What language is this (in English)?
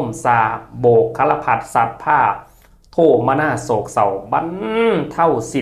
Northeastern Thai